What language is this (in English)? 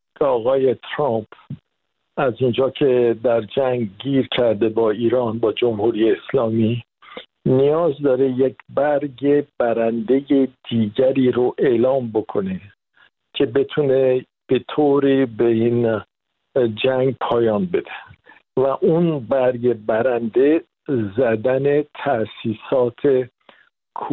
Persian